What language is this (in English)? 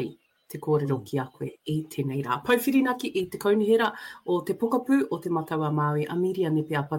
Māori